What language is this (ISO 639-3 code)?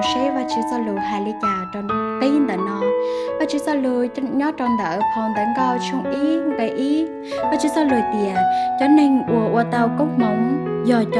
hmn